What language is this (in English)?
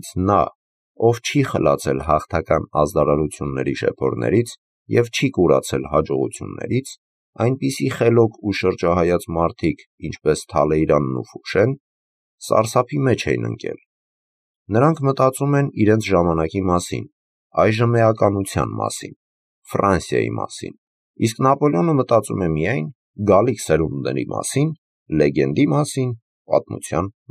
Armenian